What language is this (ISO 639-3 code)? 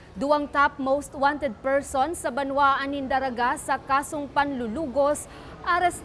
bik